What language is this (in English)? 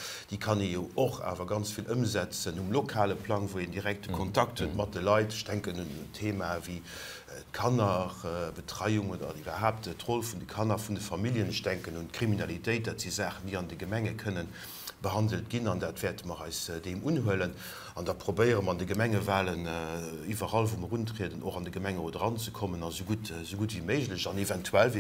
Luxembourgish